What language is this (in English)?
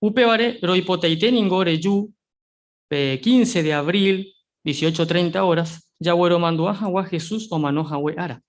Guarani